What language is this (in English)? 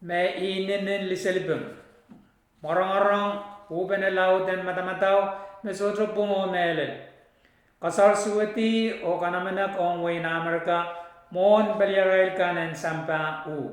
Pohnpeian